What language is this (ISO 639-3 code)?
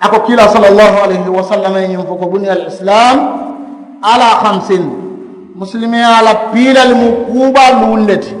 man